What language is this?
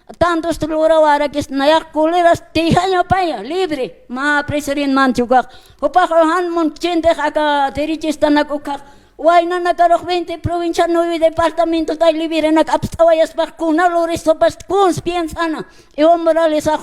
Aymara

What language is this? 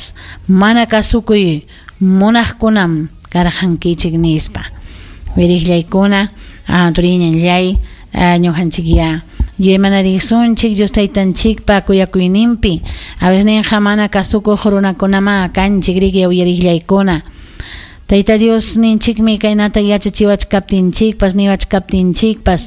Ayacucho Quechua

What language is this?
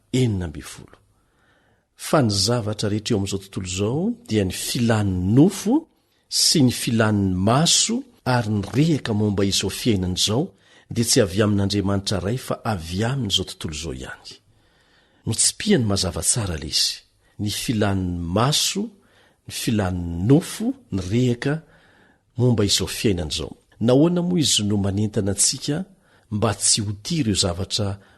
Malagasy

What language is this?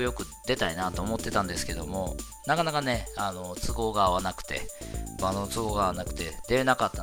Japanese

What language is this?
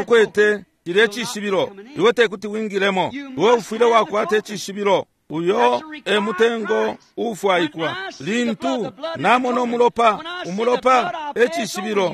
Bemba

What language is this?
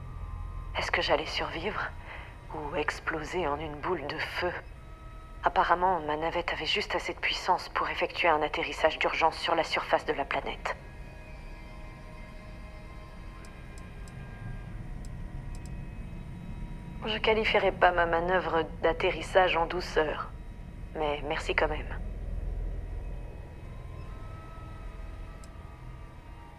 French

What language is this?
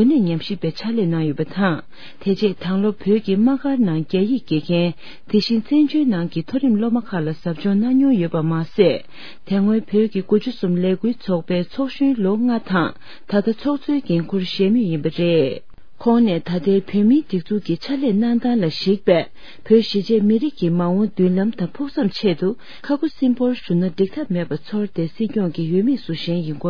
Tibetan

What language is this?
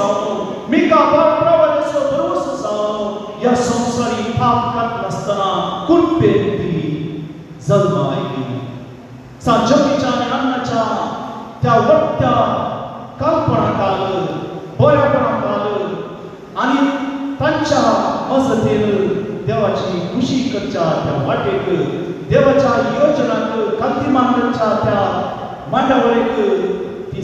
Konkani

